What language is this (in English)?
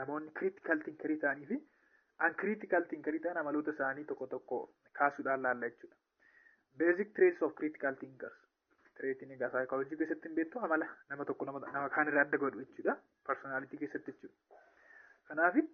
Oromo